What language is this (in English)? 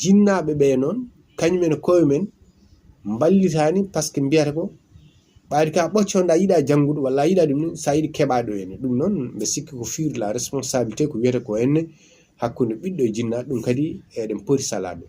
Fula